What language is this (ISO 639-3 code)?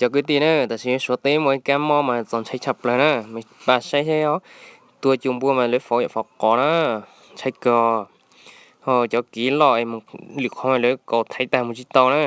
hmn